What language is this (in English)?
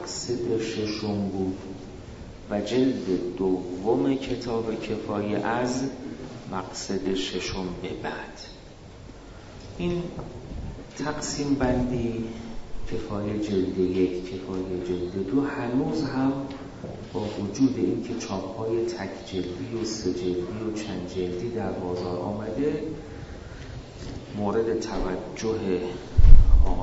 Persian